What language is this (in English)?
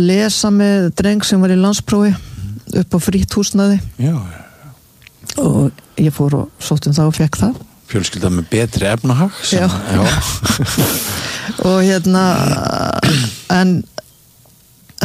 Icelandic